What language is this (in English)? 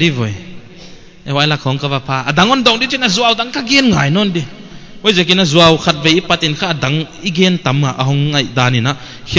Paite Chin